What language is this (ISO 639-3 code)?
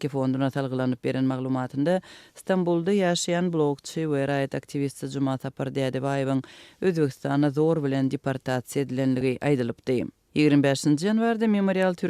tuk